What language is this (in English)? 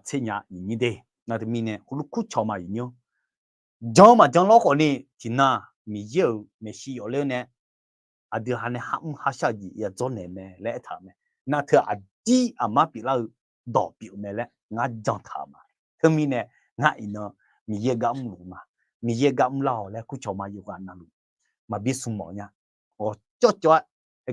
Akha